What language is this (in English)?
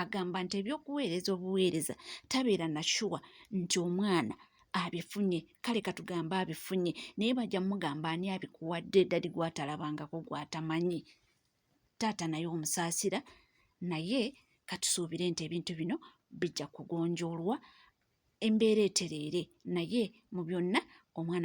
Ganda